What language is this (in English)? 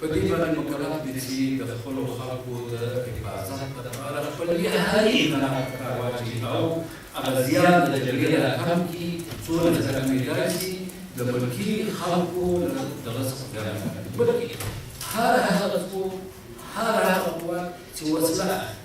Pashto